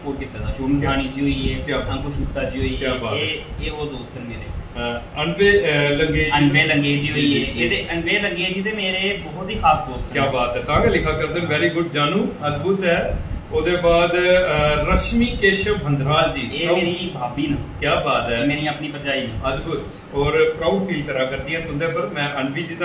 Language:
Dogri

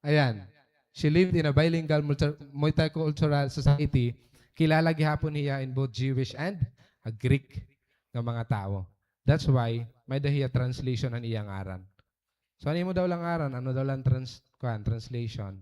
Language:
Waray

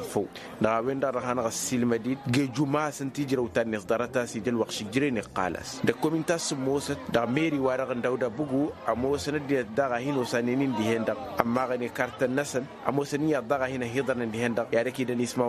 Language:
Tamasheq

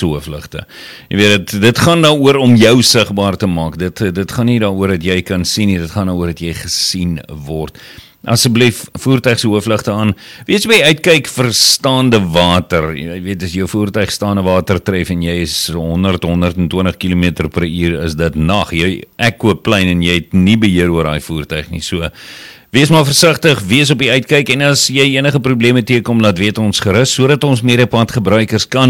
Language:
Afrikaans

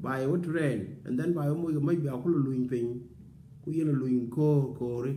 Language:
Nuer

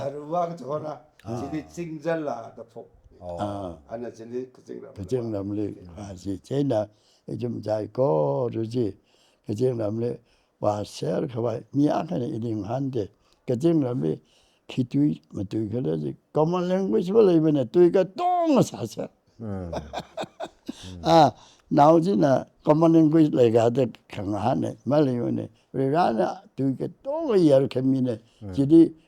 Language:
Tangkhul Naga (India)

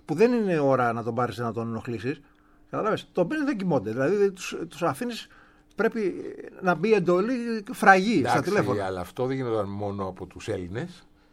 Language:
Greek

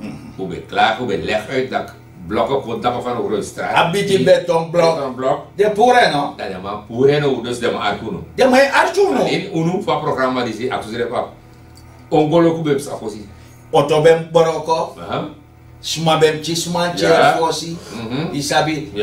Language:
Sranan Tongo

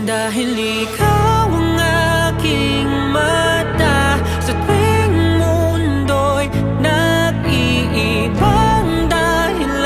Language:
Filipino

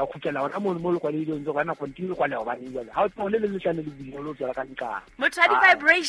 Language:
Southern Sotho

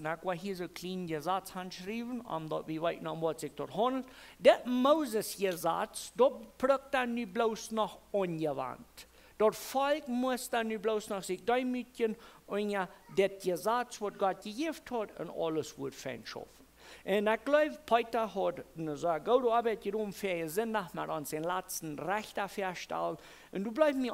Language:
Plautdietsch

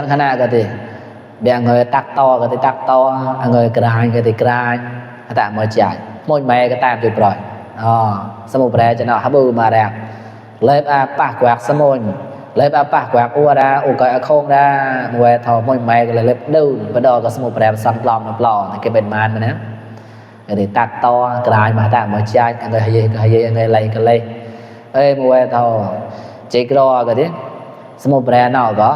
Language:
Mon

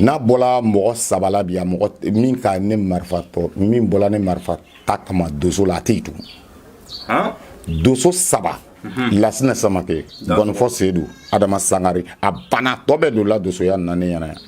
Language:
Bambara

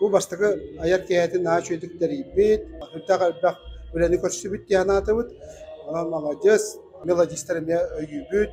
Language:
Yakut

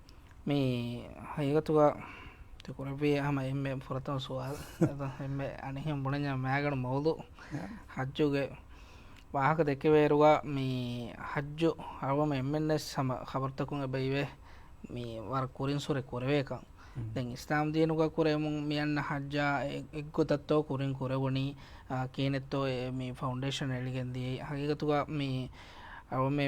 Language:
Divehi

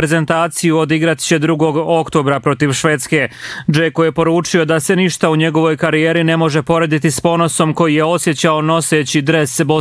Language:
Bosnian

